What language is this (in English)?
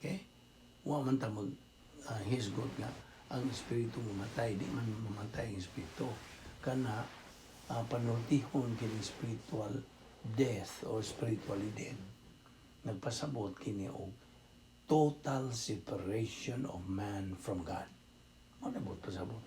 Cebuano